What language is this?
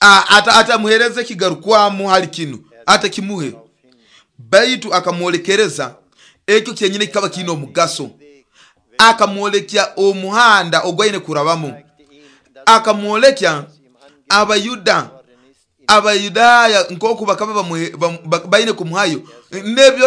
Nyoro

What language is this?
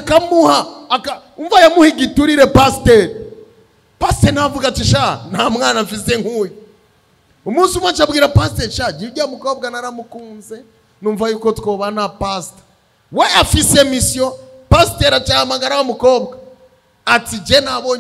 Rundi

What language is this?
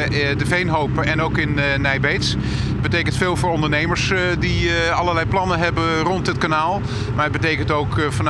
Western Frisian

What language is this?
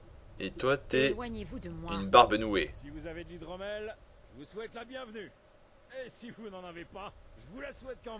French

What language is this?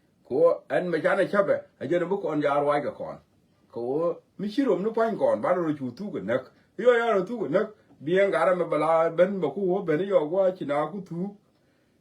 Nuer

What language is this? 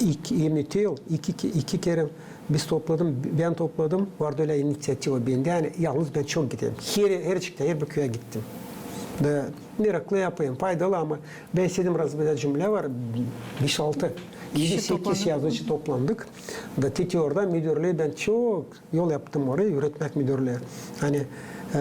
Gagauz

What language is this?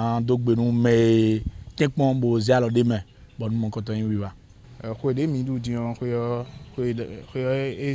Fon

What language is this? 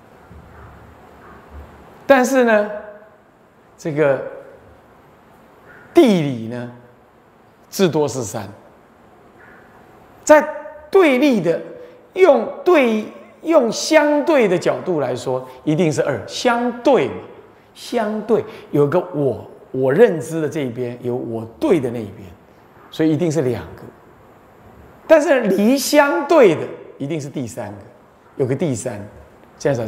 Chinese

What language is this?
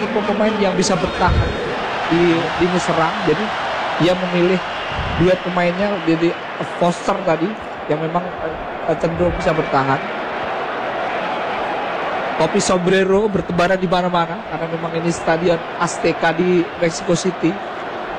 Indonesian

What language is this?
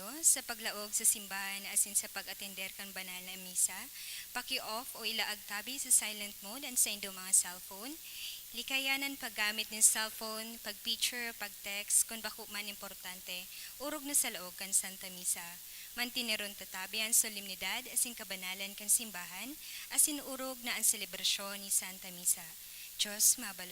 Bikol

